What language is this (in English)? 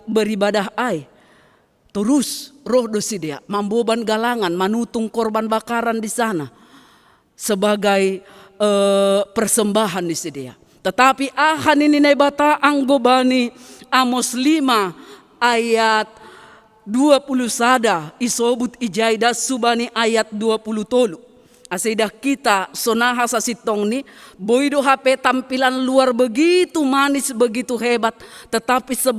Batak Simalungun